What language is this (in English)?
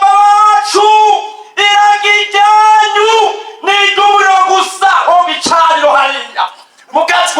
Rundi